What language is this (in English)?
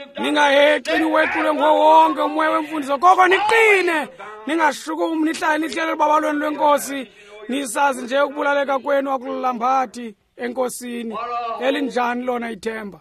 Xhosa